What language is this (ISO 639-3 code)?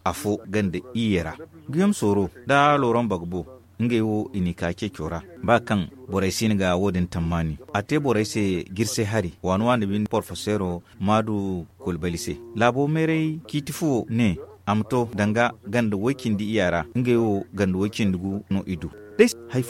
dje